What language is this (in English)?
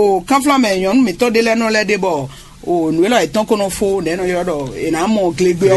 Fon